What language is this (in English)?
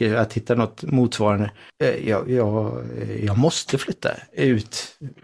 Swedish